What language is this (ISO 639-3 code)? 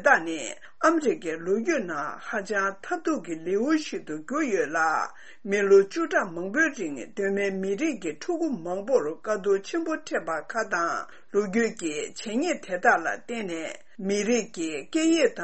bod